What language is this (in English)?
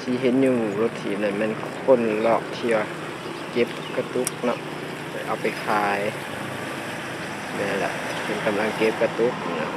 Lao